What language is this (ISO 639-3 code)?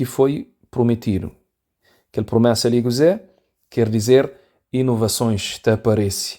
kea